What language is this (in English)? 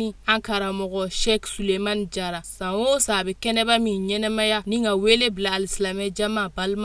Bambara